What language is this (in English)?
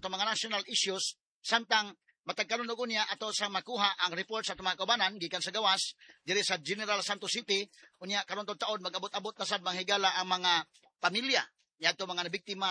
Cebuano